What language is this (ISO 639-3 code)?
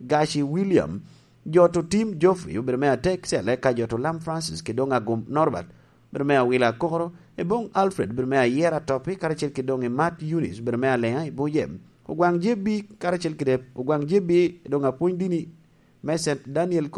laj